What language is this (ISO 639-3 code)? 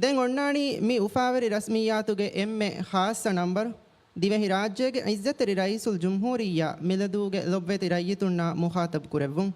div